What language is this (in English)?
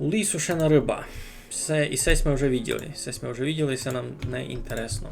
Rusyn